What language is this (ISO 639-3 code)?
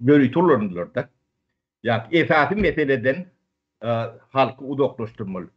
tuk